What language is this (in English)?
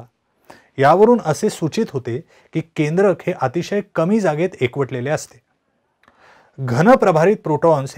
Marathi